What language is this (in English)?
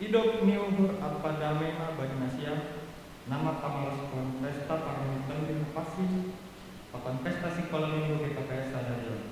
Batak Simalungun